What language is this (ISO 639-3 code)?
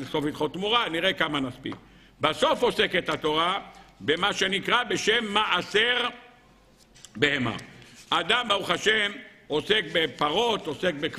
heb